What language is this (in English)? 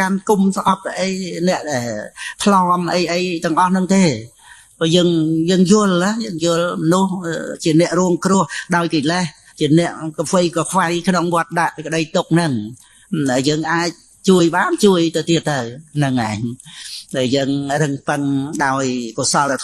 Khmer